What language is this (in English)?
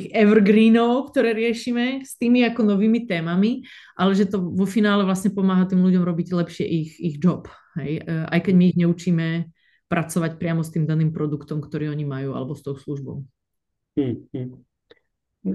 Slovak